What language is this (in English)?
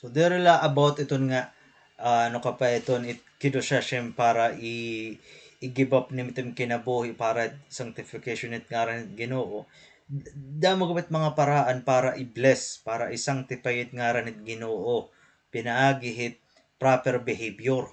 Waray